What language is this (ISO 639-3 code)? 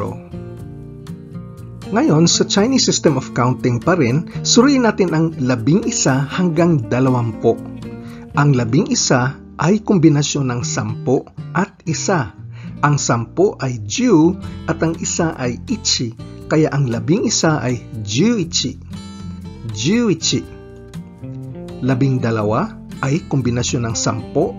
fil